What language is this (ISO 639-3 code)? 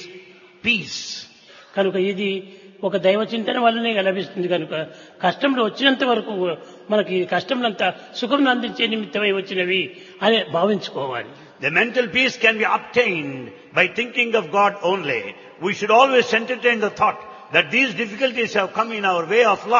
tel